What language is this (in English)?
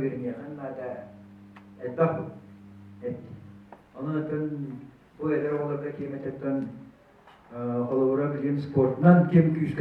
Yakut